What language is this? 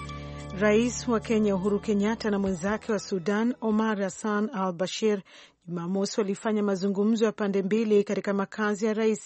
Swahili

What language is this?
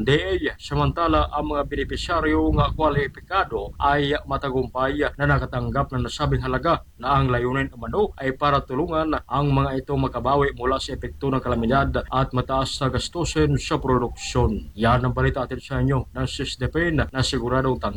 Filipino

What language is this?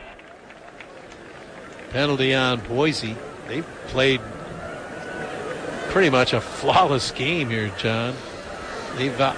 English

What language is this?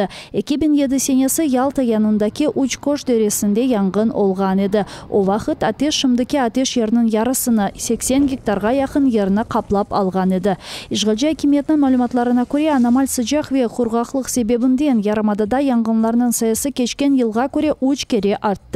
Crimean Tatar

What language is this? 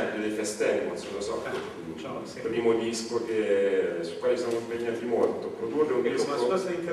Italian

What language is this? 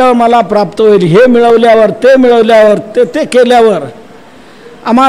Marathi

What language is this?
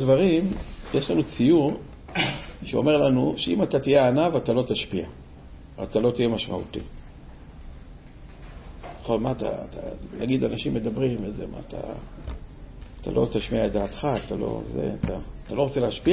Hebrew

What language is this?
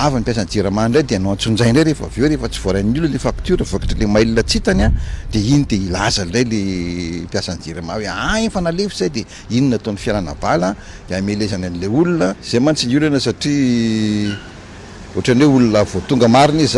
Malagasy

